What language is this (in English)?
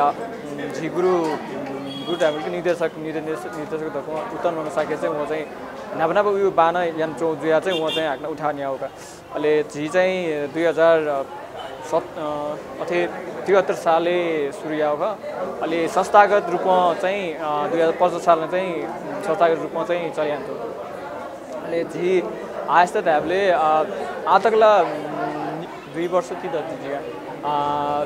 Newari